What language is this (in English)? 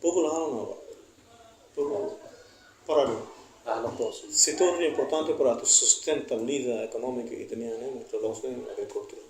Tetum